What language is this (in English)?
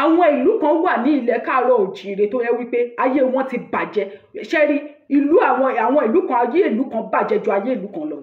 Yoruba